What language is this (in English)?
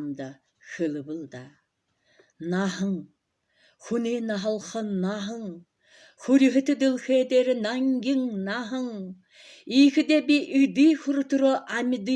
Buriat